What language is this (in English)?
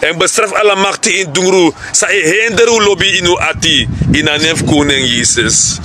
Sranan Tongo